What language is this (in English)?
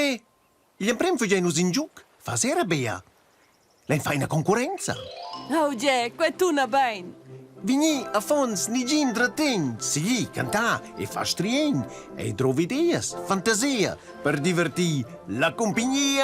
Romansh